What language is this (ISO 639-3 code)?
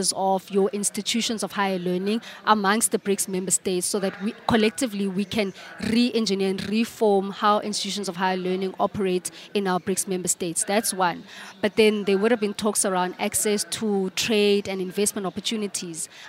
eng